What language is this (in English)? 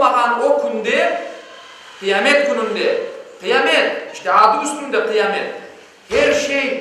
Crimean Tatar